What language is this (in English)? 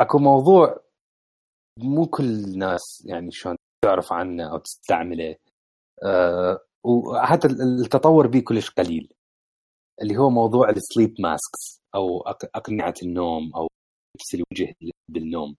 Mesopotamian Arabic